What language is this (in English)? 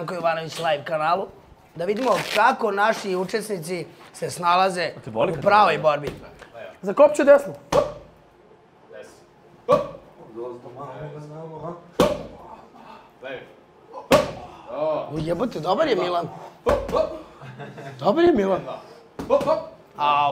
Serbian